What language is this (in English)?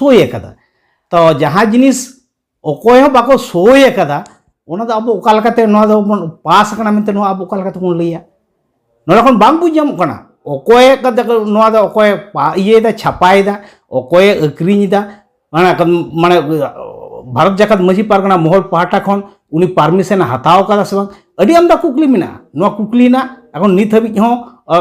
Santali